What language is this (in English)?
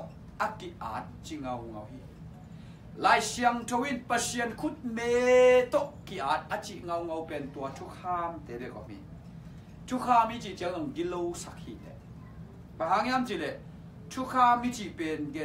Tedim Chin